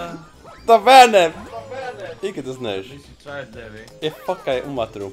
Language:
Faroese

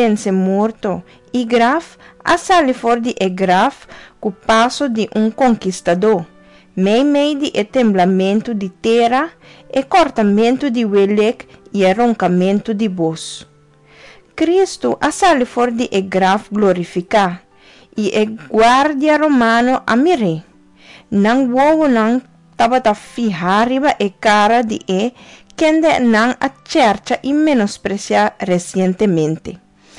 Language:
Papiamento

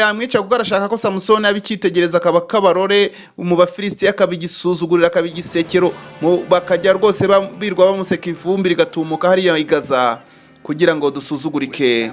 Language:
Kinyarwanda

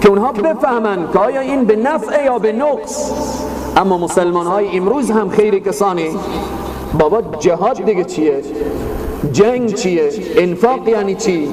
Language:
Persian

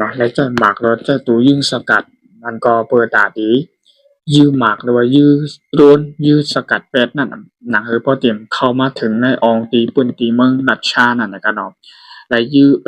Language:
Shan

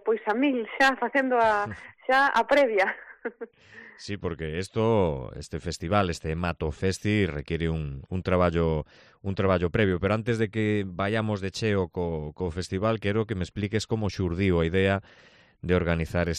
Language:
Galician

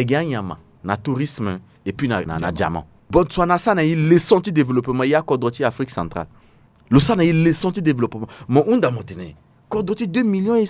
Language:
Sango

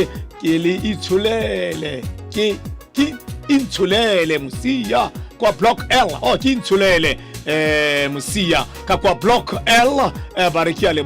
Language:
Tswana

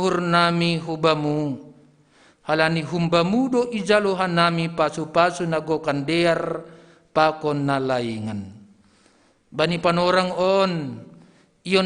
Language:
Batak Simalungun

